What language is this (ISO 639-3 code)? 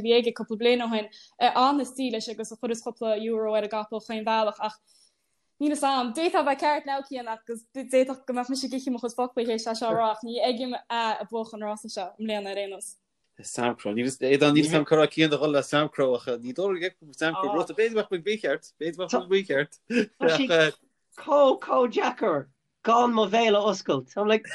gle